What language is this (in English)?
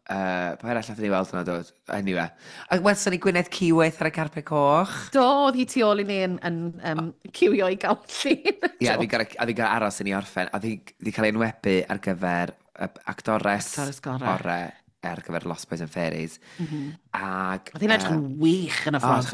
Welsh